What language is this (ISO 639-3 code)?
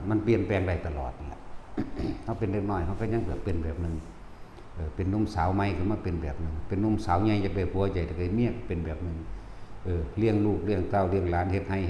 tts